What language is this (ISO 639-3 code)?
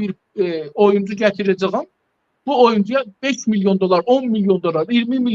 azb